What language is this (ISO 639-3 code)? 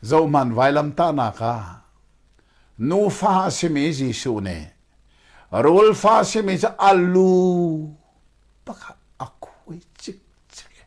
cnh